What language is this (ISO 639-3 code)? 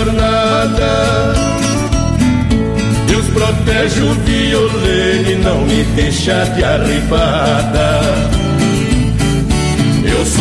por